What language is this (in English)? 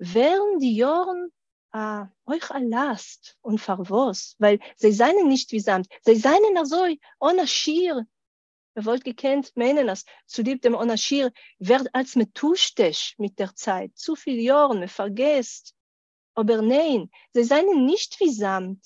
Yiddish